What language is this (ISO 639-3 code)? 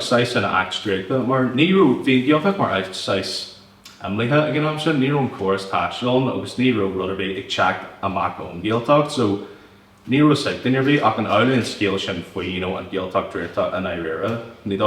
gle